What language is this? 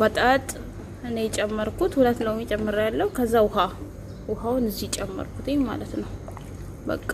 Amharic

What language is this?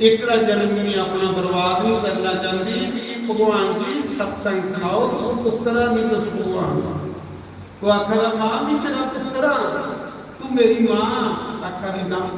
Dogri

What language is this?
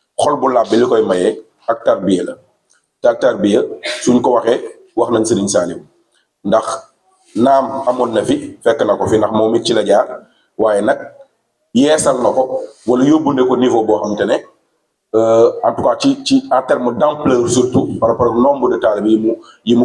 Wolof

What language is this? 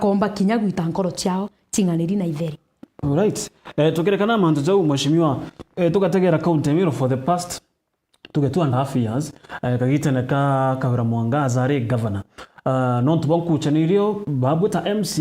Meru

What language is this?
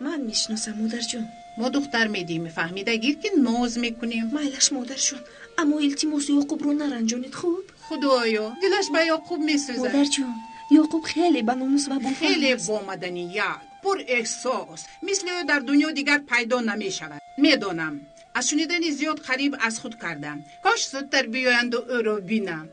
Tajik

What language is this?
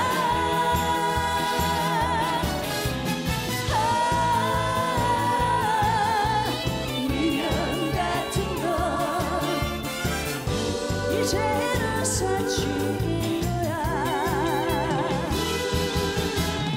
Korean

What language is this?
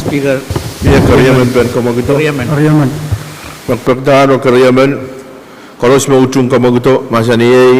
Pohnpeian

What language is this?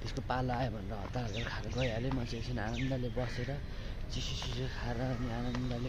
Nepali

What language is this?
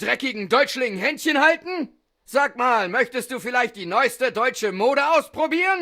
Bavarian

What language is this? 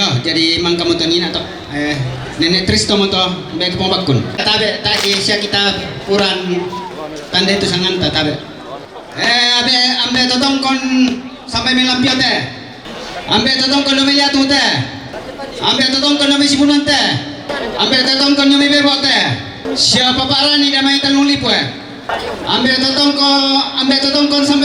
Toraja-Sa'dan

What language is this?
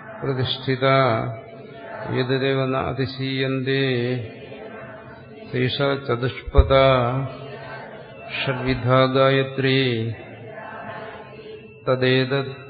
Malayalam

